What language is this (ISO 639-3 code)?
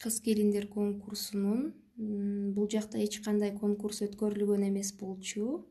kir